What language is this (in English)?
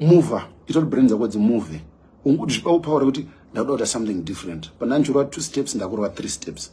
Shona